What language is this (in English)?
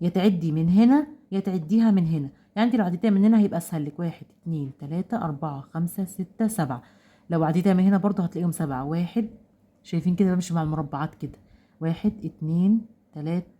Egyptian Arabic